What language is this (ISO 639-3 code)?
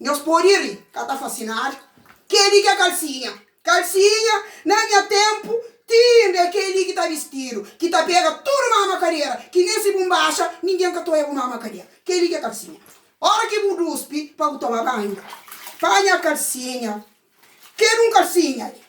kea